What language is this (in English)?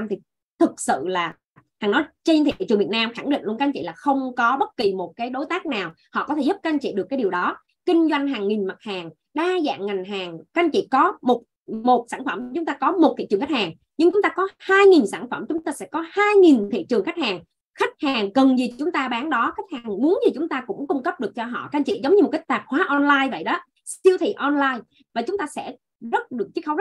Vietnamese